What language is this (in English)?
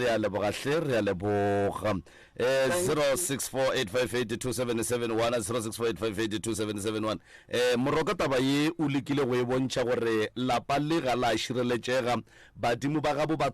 Northern Sotho